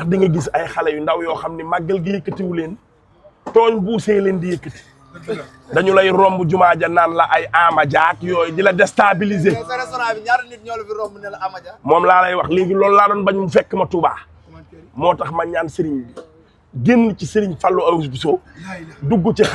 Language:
Wolof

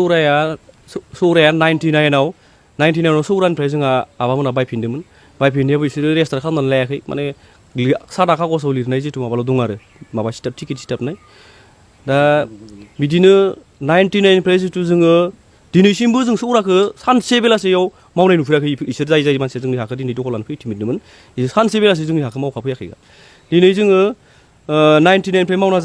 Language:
Bodo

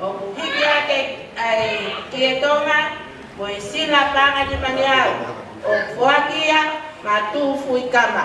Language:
Tongan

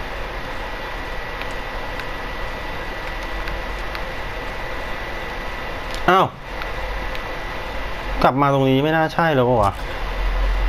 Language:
Thai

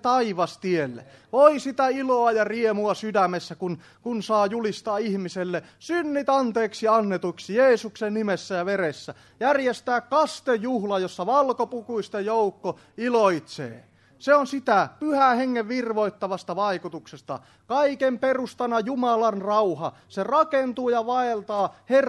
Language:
Finnish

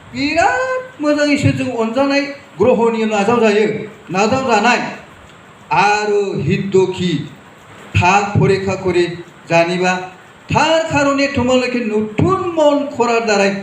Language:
Bodo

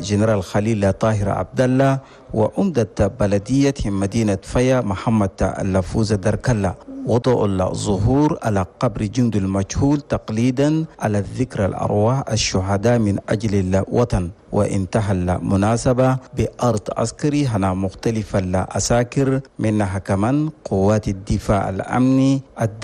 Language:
Chadian Arabic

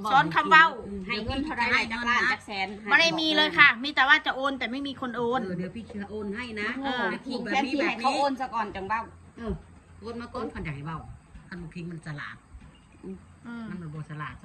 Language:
Northeastern Thai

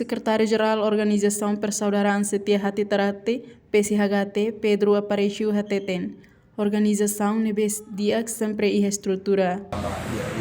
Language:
Tetum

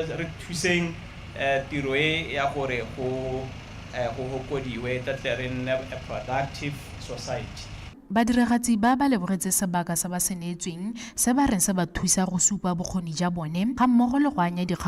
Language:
Tswana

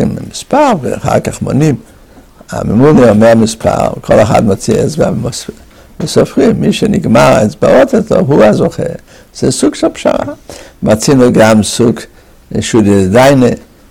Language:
Hebrew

